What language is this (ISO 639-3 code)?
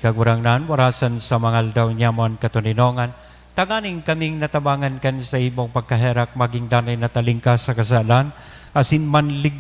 bik